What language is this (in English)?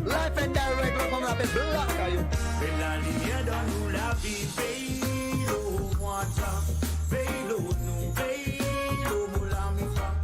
Morisyen